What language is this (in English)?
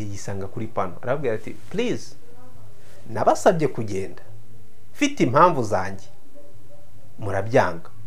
Kinyarwanda